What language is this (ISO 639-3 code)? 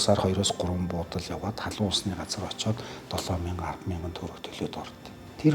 mon